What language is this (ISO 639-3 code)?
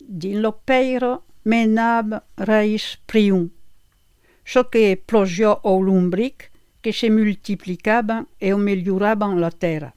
oci